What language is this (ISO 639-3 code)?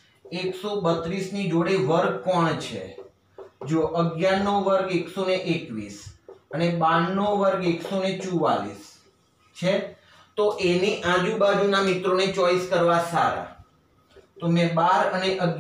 guj